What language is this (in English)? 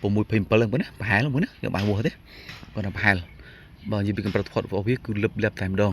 Khmer